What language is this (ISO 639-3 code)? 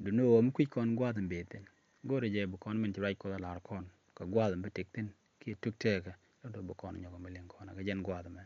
nus